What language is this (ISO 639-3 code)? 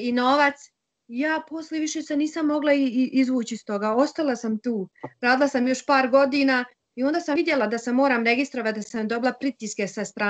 bos